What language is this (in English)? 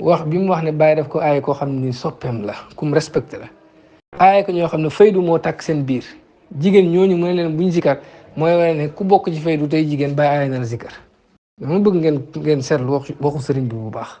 Wolof